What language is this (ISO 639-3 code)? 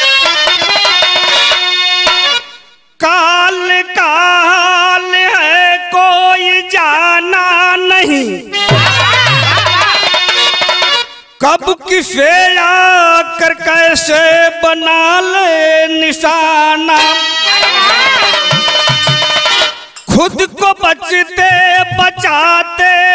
bho